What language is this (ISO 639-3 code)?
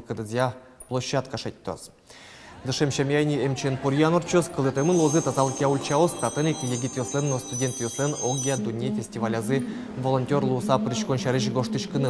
udm